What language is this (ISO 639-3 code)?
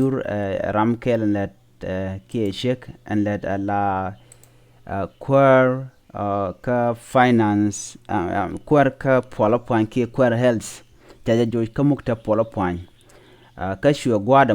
nus